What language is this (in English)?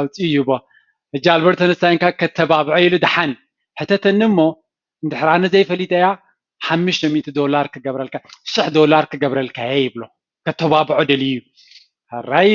Tigrinya